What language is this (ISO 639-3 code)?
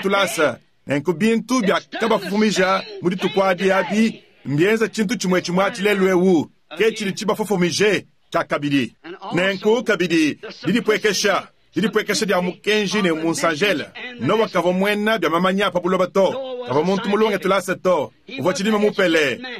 lua